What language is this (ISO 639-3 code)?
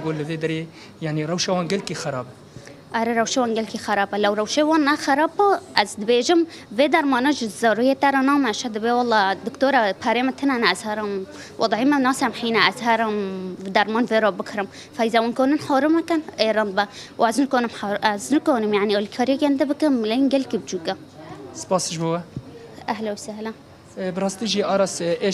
kur